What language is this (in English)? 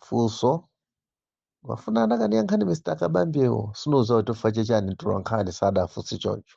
Nyanja